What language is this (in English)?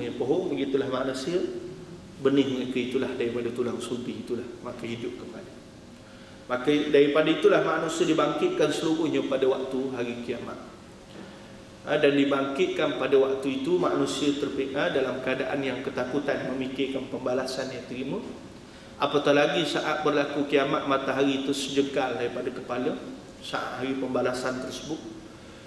Malay